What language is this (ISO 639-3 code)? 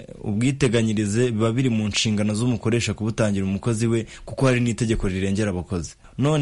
kin